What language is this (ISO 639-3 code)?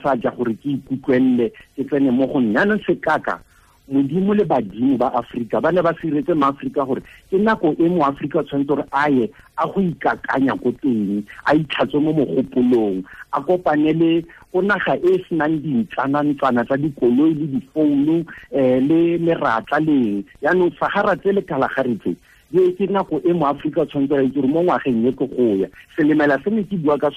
tsn